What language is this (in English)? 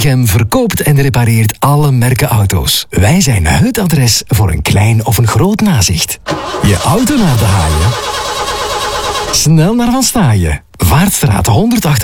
Dutch